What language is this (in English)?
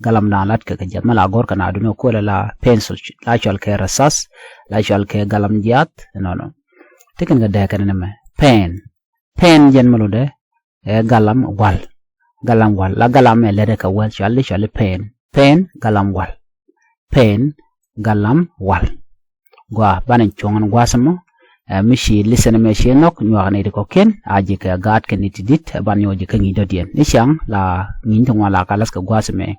Nuer